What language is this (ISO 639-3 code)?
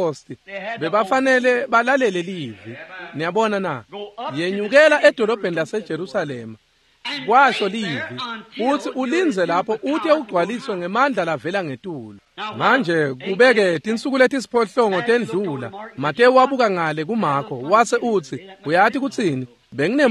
ssw